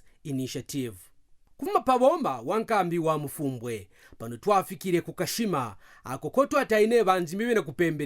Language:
Kaonde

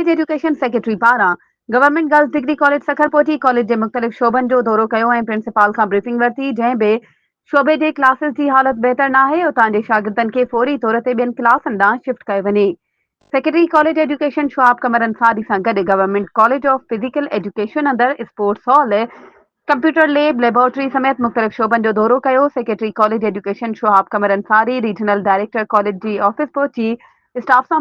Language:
Sindhi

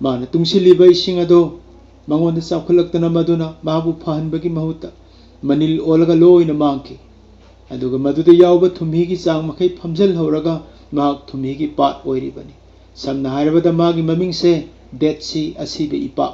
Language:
Manipuri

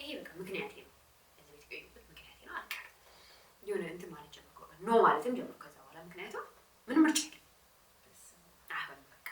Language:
Amharic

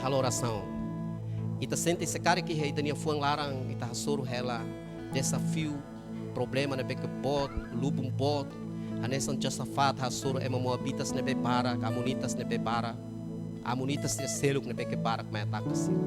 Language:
Tetum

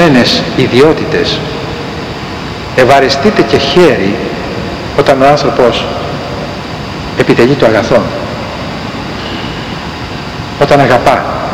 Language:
Greek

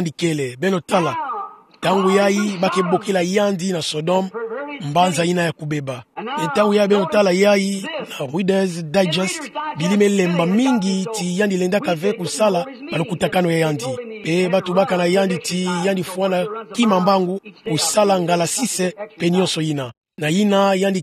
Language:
Kituba (Democratic Republic of Congo)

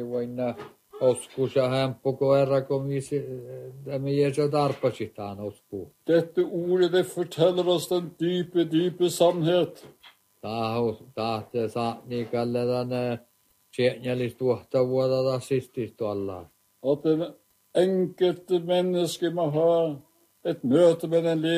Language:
Norwegian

